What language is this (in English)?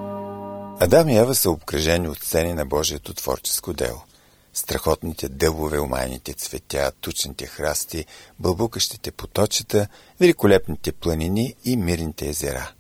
Bulgarian